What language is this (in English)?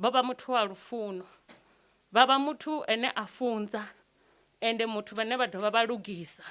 Venda